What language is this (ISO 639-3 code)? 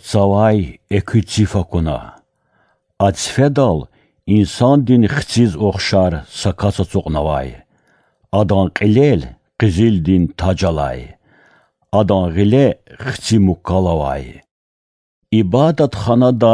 lez